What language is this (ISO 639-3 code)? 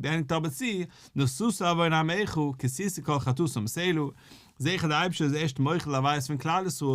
yid